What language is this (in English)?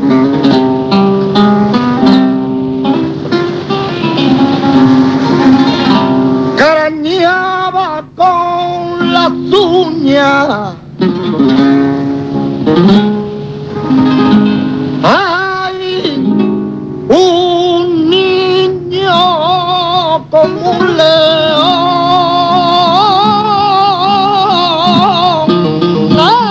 Spanish